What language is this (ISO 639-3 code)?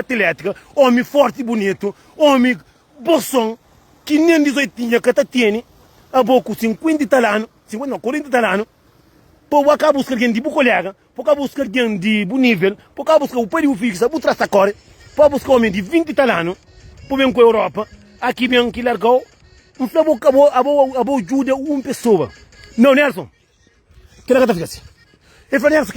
kea